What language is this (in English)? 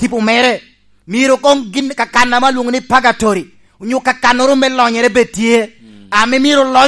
Lango (Uganda)